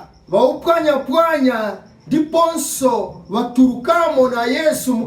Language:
Nyanja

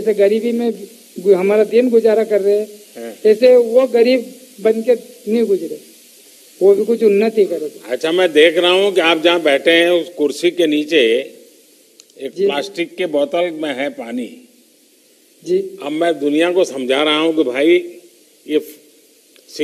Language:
Hindi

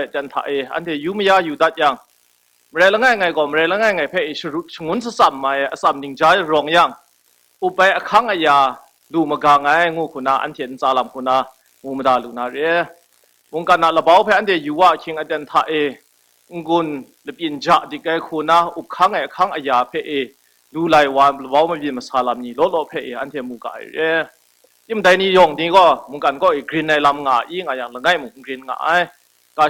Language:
Kachin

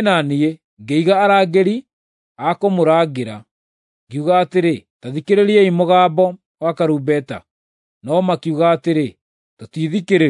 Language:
Kikuyu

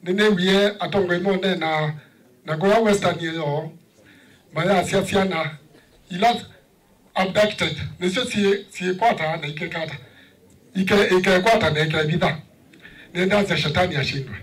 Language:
Kamba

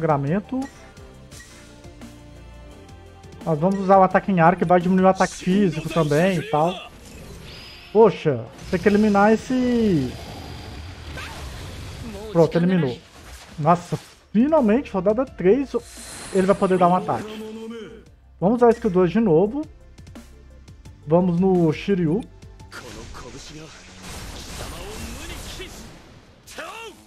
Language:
Portuguese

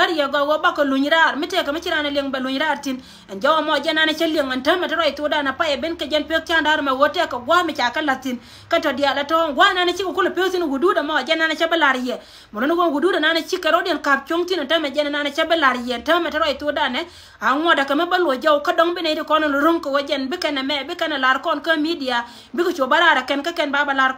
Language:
Nuer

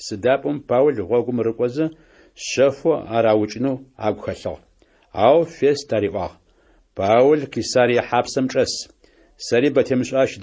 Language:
Adyghe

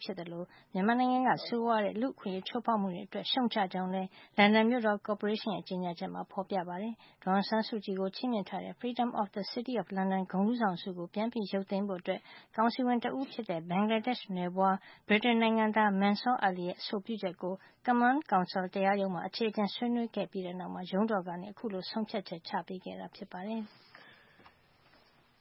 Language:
Burmese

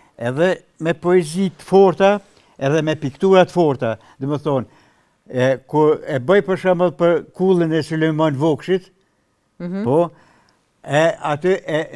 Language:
Albanian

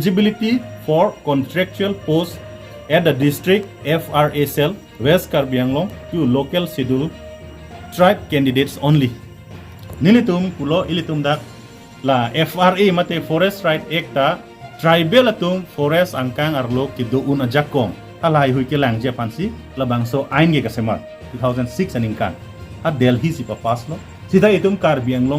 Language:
Karbi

